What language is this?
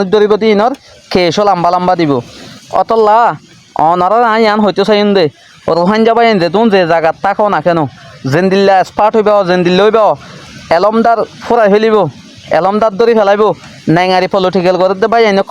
Rohingya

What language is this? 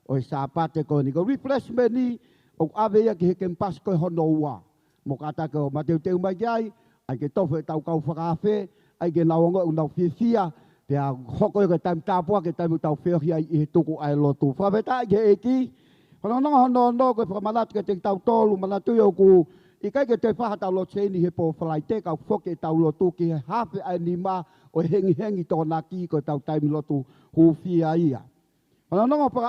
Tongan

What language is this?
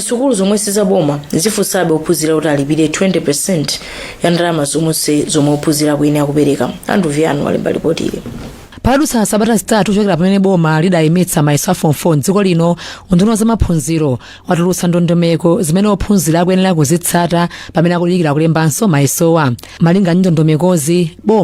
Nyanja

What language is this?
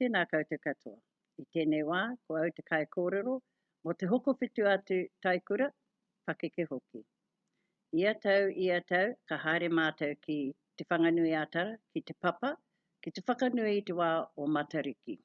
Māori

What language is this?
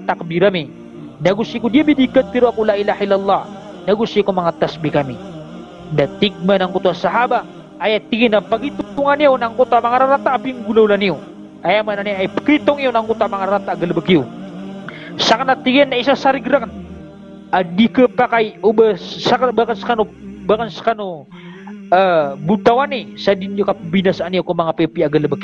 Maranao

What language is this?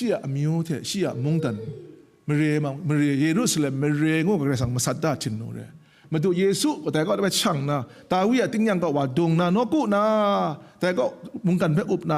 Kachin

